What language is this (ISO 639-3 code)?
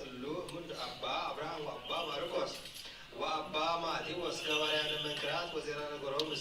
gez